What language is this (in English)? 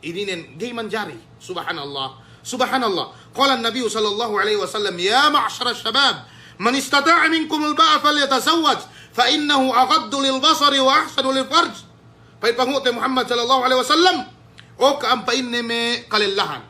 Yakan